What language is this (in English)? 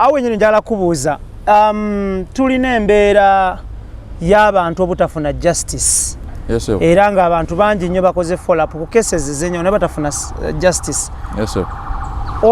Ganda